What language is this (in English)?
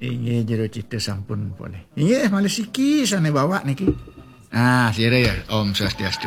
Balinese